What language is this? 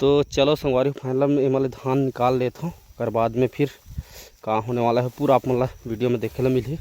Chhattisgarhi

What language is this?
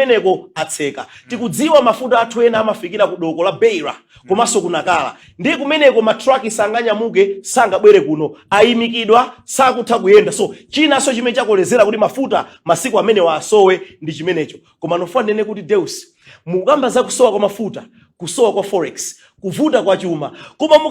Nyanja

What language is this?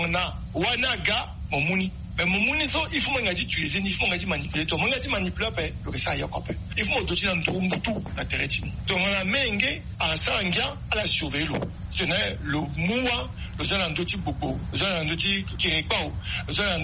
Sango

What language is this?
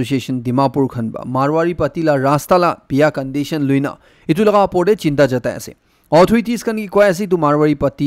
Naga Pidgin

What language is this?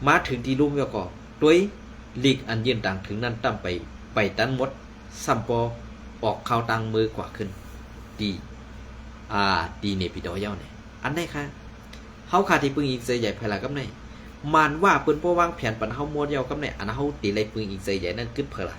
Shan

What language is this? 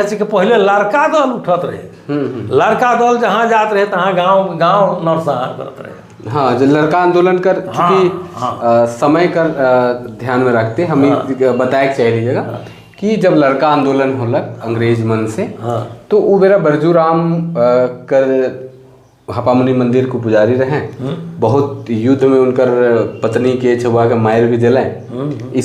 Sadri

